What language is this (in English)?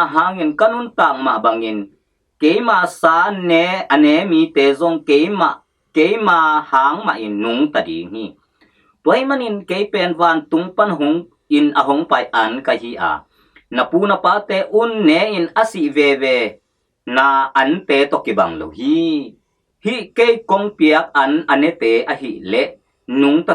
Tedim Chin